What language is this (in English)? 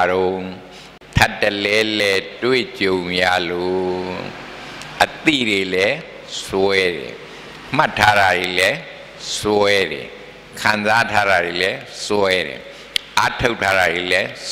Burmese